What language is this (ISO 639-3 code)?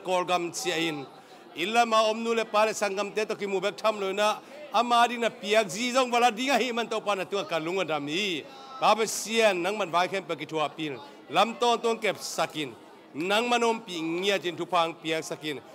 ctd